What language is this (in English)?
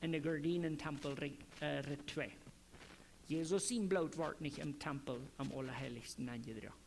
Plautdietsch